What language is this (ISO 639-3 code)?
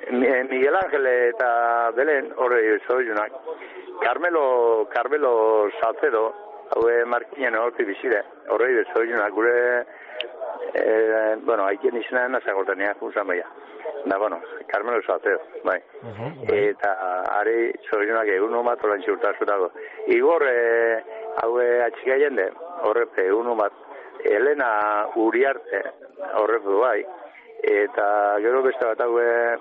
eus